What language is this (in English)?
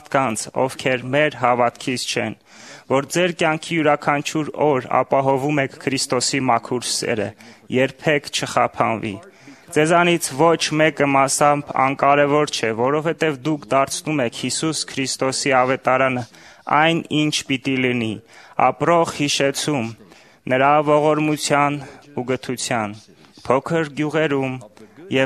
Armenian